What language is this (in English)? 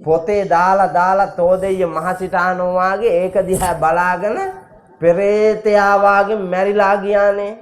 Sinhala